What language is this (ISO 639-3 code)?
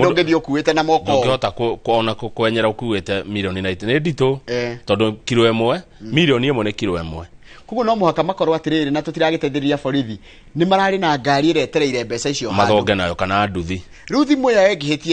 kik